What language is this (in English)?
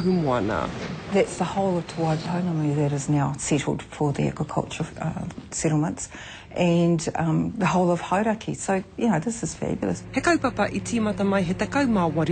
Māori